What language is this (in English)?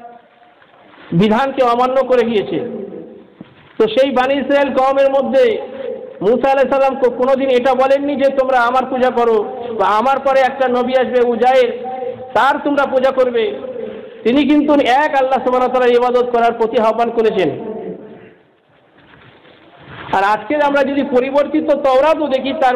Bangla